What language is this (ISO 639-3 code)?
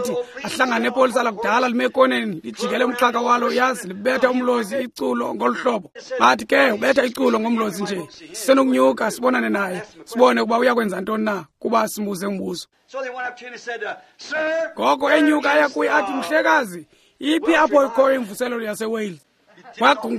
xho